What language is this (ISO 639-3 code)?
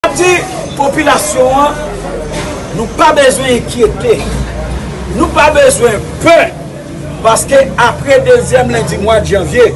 hat